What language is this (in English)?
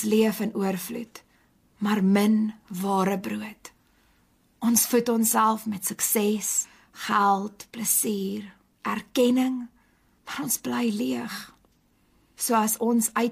Afrikaans